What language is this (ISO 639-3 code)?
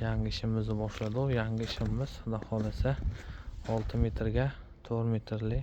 uzb